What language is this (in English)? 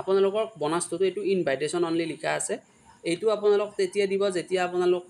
Assamese